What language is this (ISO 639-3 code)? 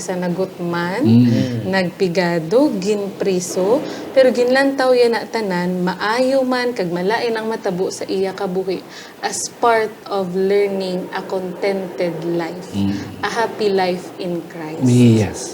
hil